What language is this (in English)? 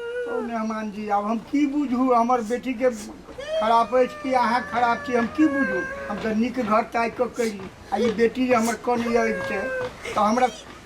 Maithili